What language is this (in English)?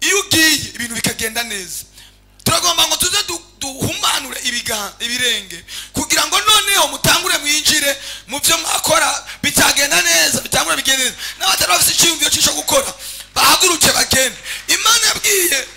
Rundi